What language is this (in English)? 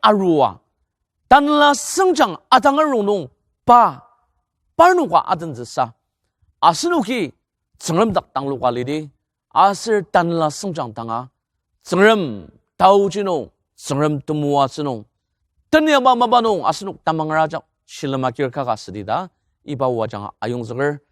Ao Naga